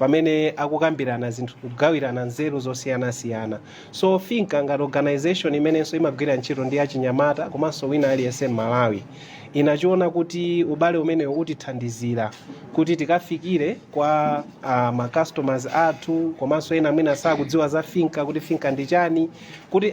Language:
Nyanja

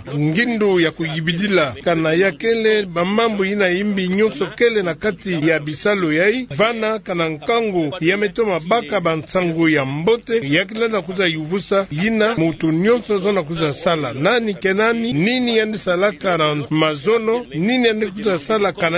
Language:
Kituba (Democratic Republic of Congo)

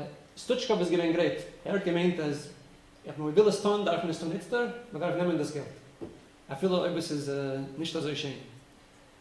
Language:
Yiddish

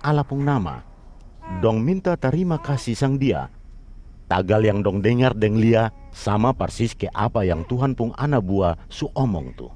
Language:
Kupang Malay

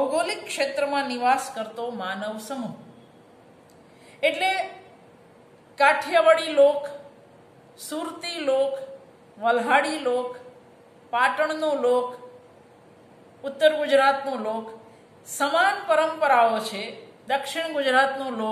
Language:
Gujarati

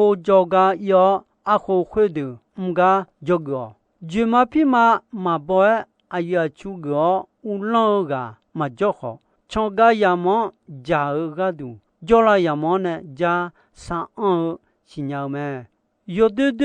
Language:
Akha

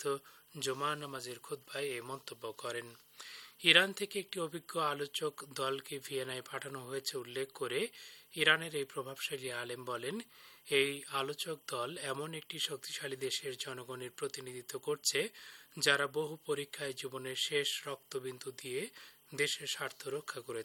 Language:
Bangla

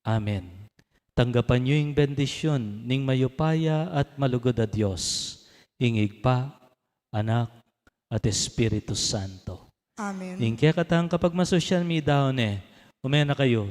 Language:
Pampanga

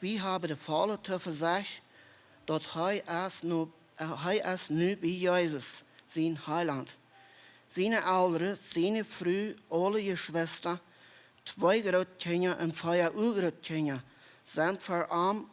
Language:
Plautdietsch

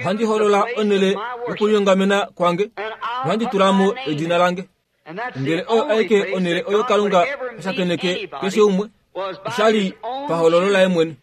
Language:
Kuanyama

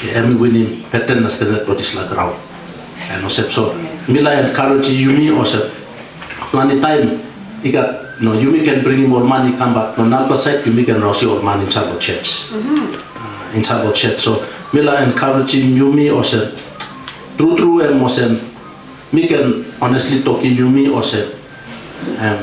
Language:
Tok Pisin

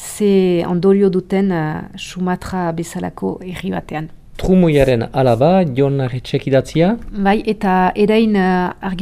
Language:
Basque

